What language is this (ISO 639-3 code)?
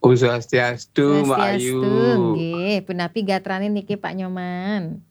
ban